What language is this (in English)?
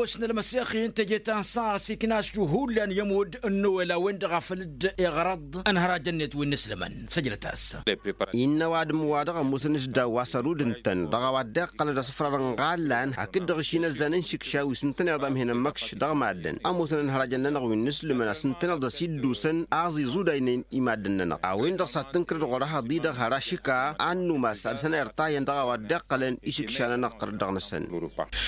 Tamasheq